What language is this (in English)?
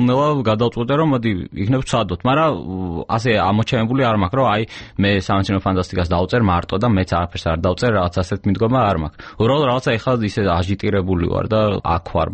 Georgian